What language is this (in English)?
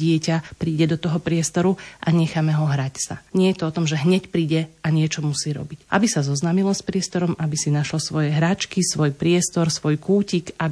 Slovak